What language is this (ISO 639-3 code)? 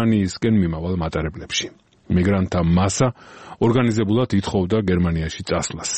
kat